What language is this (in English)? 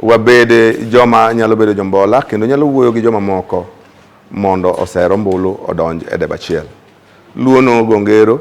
Luo (Kenya and Tanzania)